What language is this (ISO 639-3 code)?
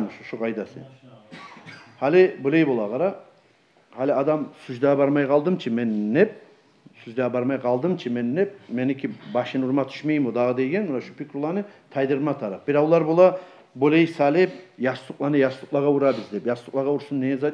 kum